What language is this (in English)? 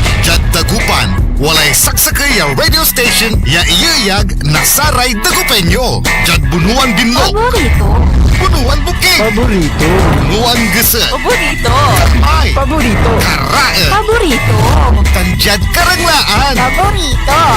Pangasinan